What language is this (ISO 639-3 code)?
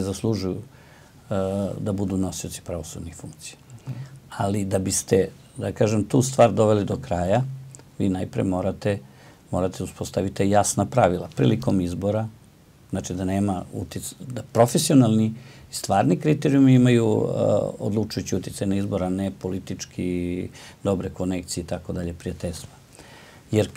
srp